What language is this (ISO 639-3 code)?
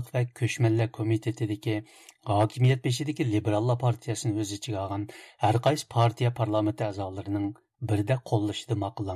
uig